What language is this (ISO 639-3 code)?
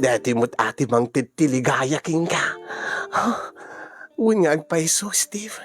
ilo